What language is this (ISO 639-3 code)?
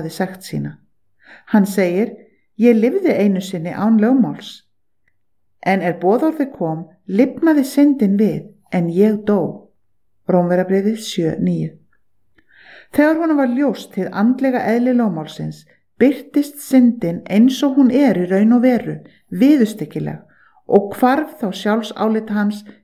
isl